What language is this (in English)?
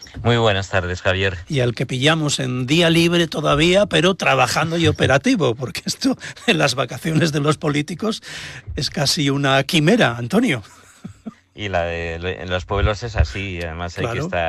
Spanish